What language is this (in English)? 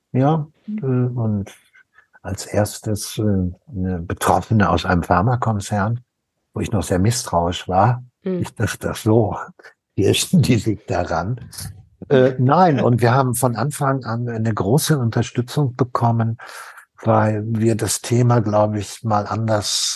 German